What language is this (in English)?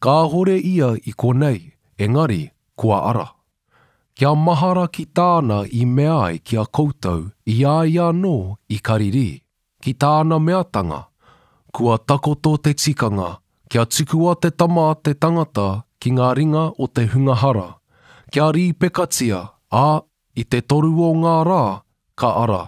Māori